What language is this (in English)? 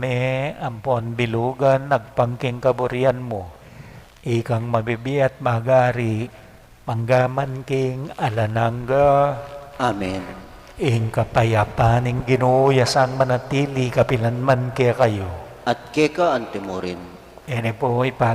Pampanga